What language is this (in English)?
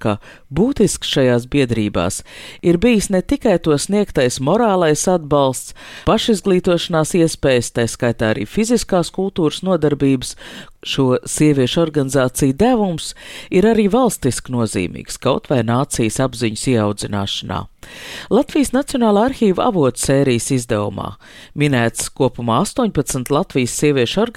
Latvian